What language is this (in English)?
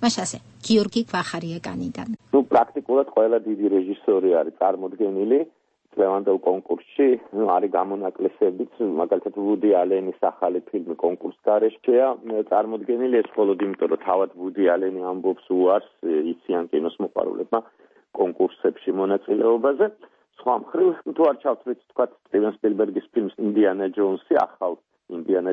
Georgian